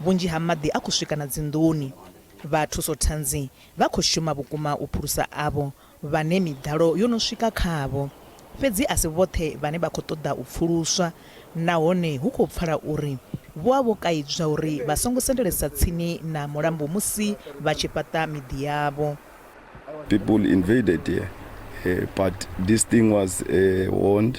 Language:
Venda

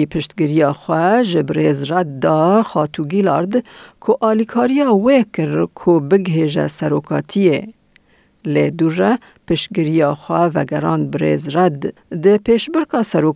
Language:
Kurdish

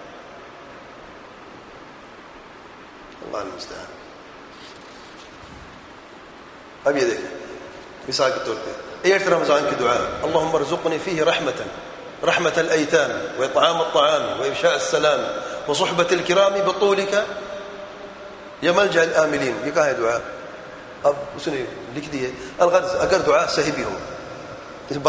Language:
Urdu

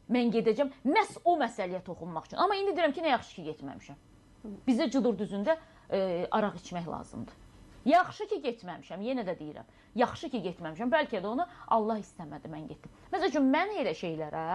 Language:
Azerbaijani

